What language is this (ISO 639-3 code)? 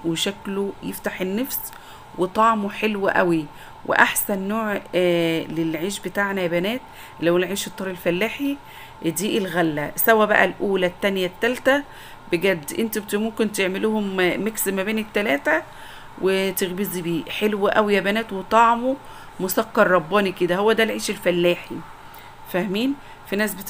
arz